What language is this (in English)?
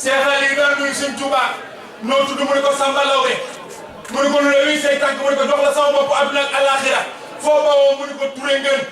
Wolof